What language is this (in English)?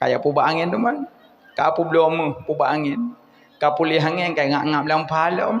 Achinese